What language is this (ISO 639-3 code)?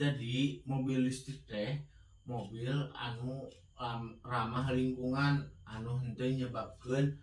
sun